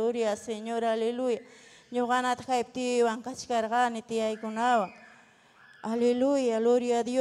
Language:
Ayacucho Quechua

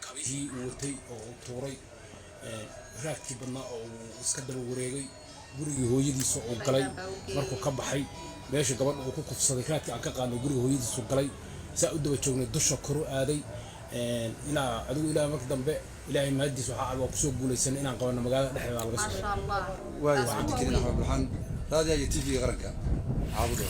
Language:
Somali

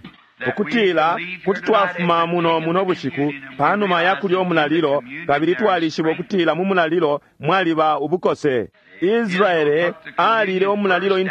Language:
Bemba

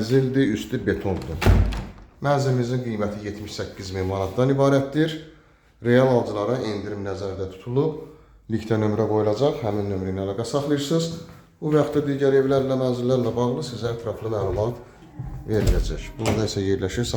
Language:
Azerbaijani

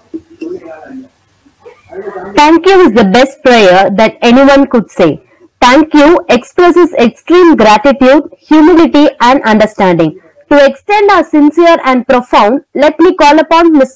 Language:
English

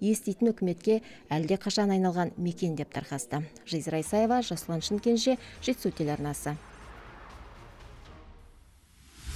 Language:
Kazakh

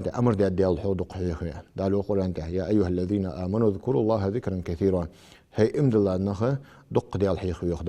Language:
Ingush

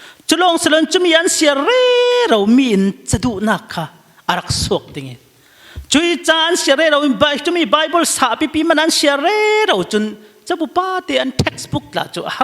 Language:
Falam Chin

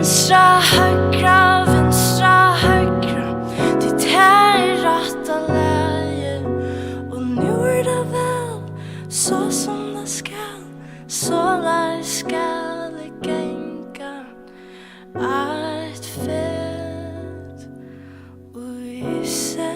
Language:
Faroese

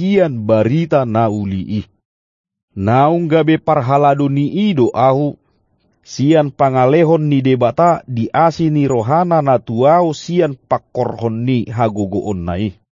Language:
Batak Toba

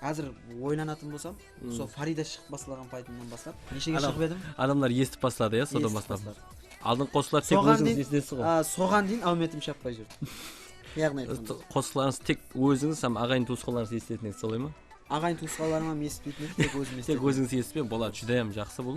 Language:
Kara-Kalpak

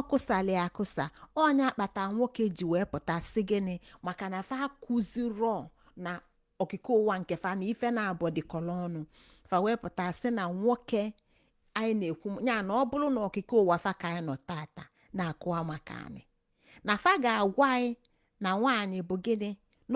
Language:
Igbo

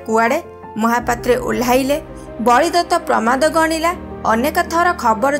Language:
Odia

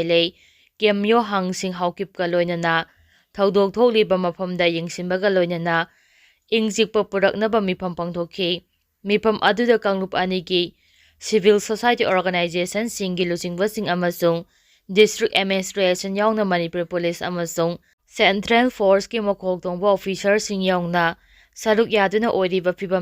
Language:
Manipuri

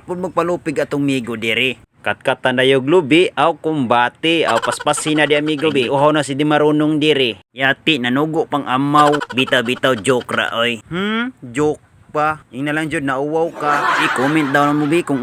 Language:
Cebuano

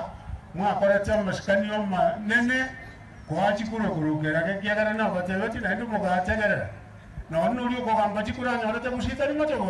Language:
Gusii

